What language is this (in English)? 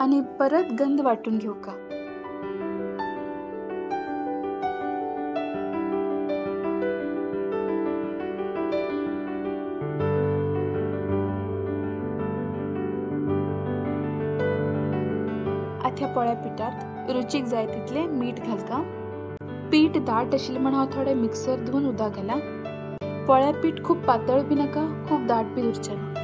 Konkani